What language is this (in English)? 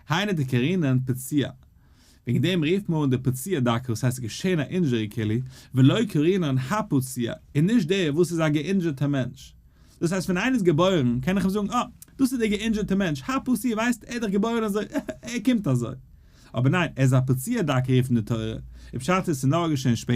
Yiddish